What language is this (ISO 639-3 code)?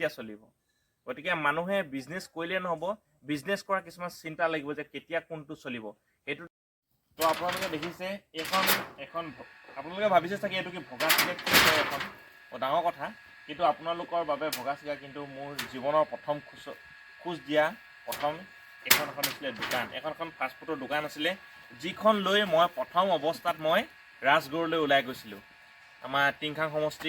asm